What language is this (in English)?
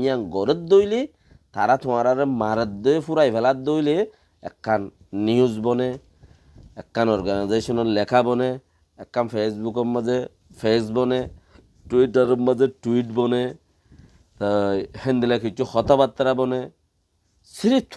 Rohingya